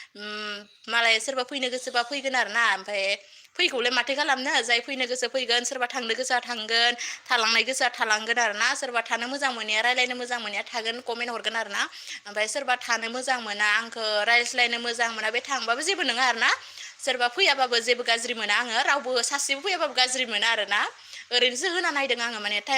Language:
Bodo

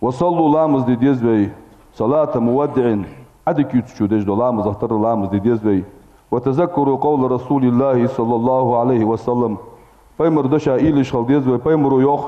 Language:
Ingush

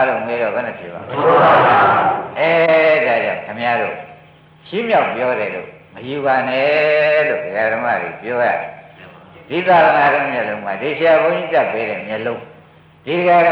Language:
Burmese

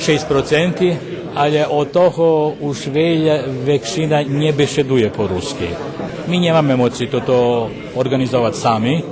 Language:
Rusyn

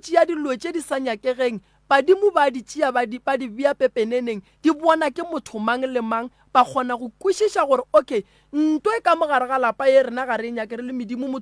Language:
Northern Sotho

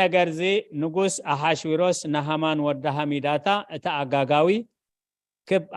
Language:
Tigrinya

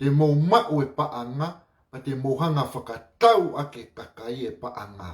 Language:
Tongan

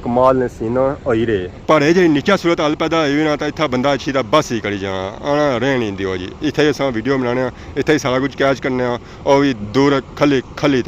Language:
Pahari-Potwari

